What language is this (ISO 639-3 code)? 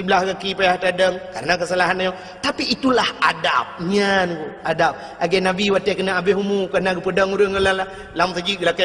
ace